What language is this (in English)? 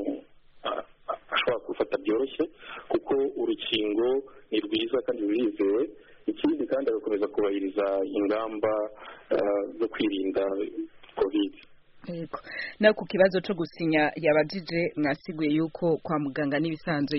Kinyarwanda